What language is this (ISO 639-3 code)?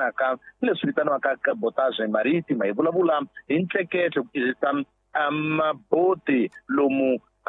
tso